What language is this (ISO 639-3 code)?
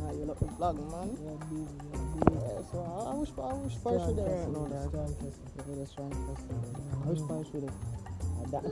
jam